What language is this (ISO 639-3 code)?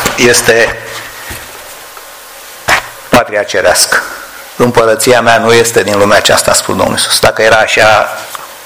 ron